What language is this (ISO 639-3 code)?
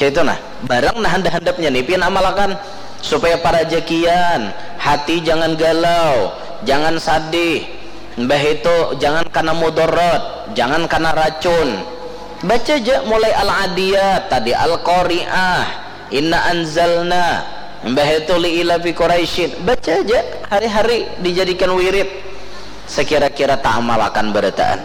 bjn